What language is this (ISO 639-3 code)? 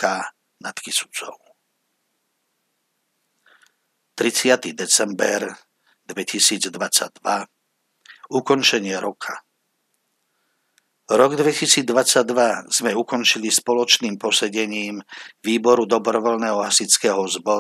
slk